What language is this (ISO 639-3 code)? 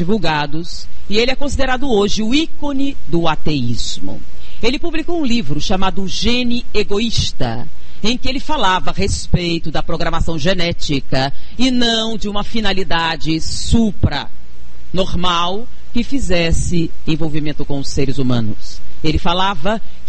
por